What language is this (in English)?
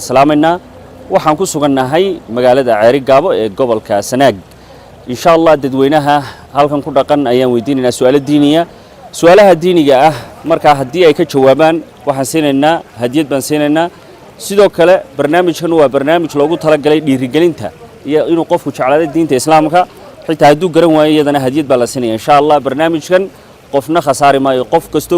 Somali